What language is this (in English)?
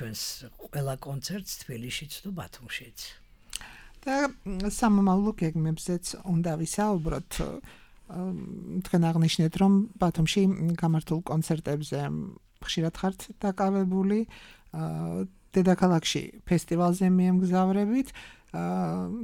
Georgian